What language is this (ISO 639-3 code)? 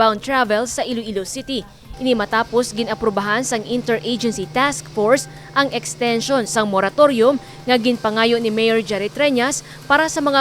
hil